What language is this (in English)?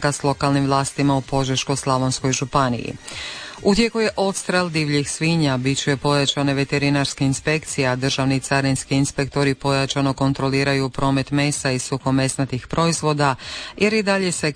Croatian